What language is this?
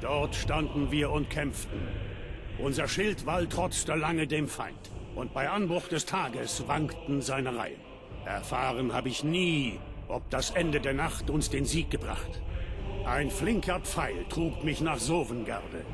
Bavarian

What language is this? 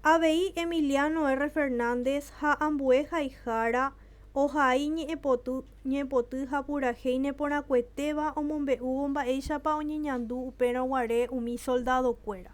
Guarani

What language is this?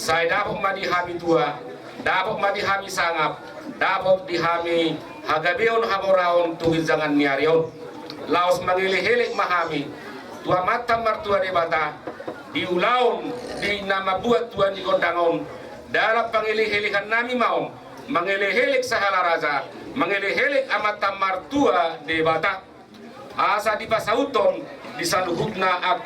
Batak Toba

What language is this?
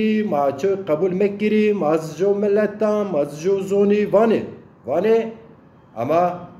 Zaza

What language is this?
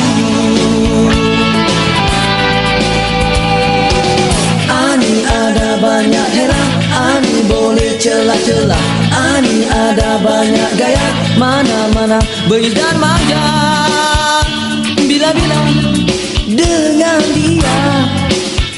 Malay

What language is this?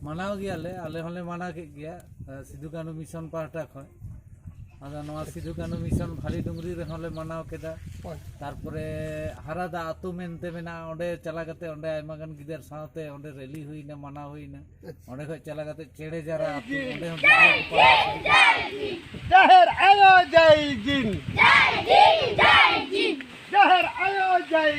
Santali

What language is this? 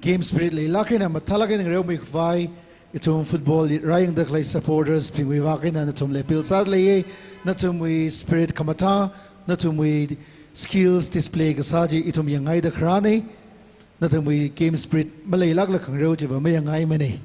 Tangkhul Naga (India)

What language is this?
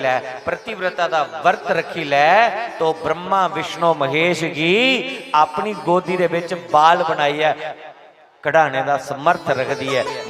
Dogri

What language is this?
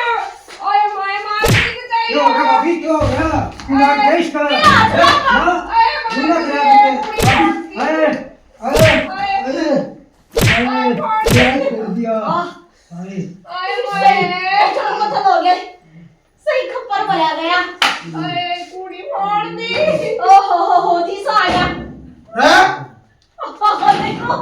Haryanvi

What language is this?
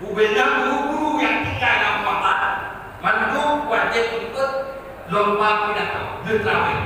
Achinese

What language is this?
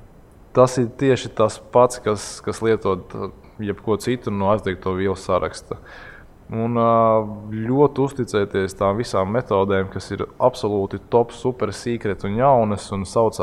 Latvian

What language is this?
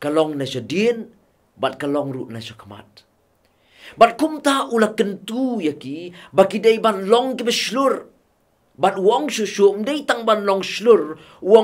Khasi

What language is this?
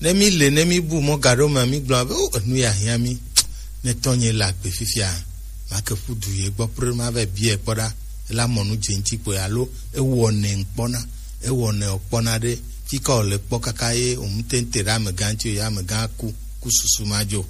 Gen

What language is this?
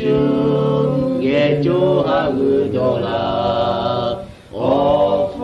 Lahu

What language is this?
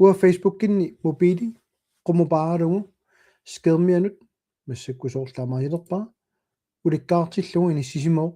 Kalaallisut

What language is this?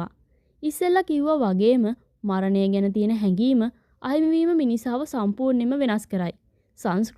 Sinhala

